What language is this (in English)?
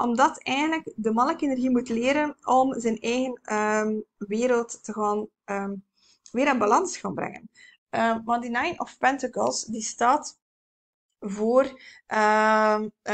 Dutch